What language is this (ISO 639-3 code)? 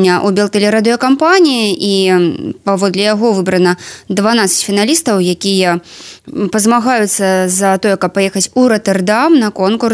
bel